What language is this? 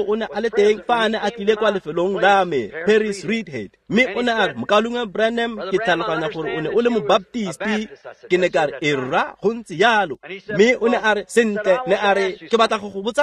Tswana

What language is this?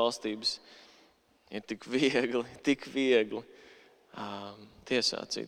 Latvian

